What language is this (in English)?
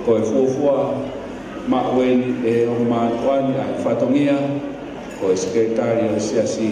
Tongan